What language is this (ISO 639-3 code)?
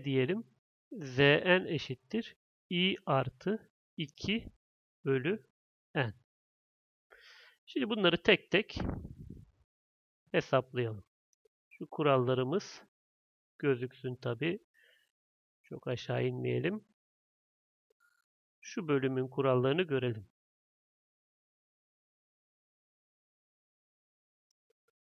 tur